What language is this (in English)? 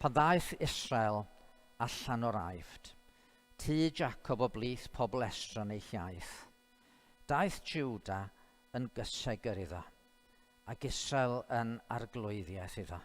Welsh